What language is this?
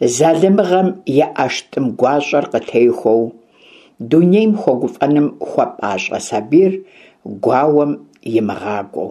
Kabardian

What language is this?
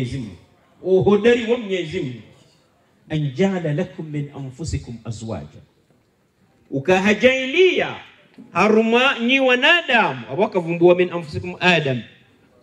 Swahili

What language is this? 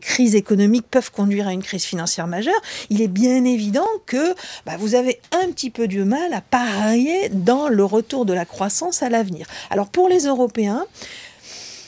French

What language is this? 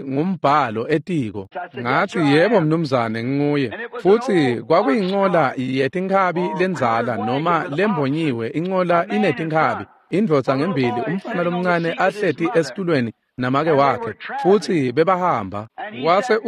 Swati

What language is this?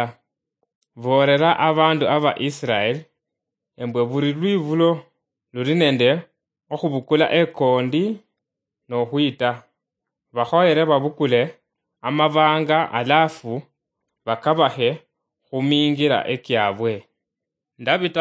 Luyia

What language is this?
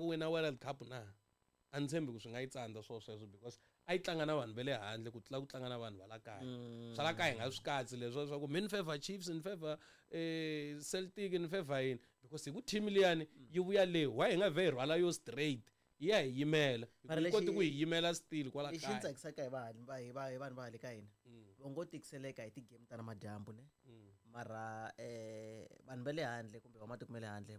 Tsonga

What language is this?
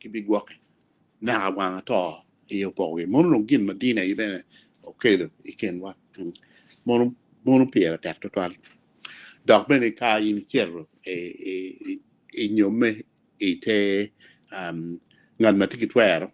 Acoli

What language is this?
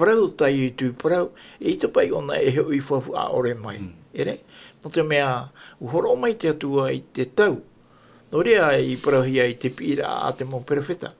Tahitian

